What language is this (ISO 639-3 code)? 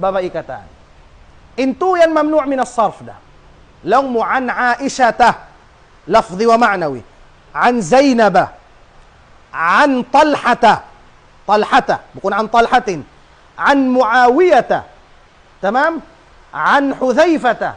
tsg